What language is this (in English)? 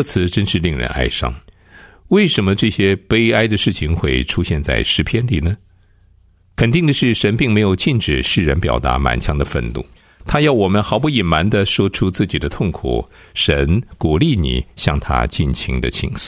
Chinese